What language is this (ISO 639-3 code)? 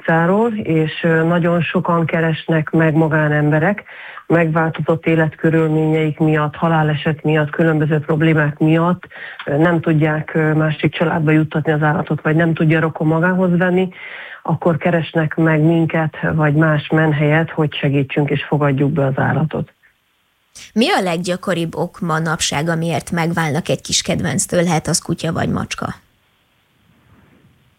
hun